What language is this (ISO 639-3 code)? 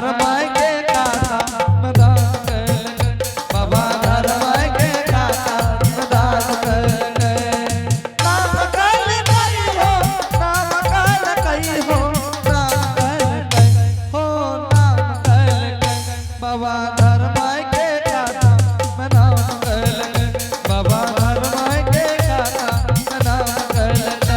anp